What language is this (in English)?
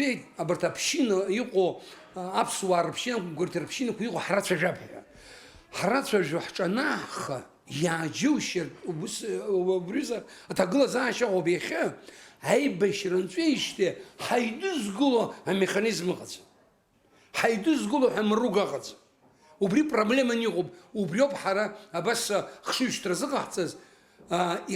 Abkhazian